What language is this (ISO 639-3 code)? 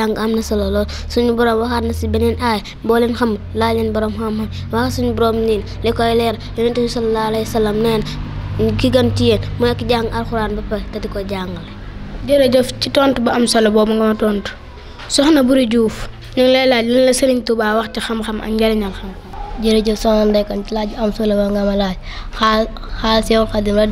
wol